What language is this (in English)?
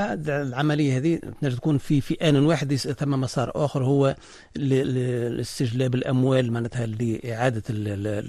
Tunisian Arabic